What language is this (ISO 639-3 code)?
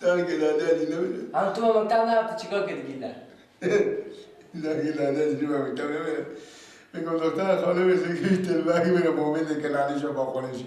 fas